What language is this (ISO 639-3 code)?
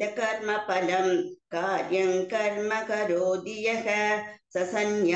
san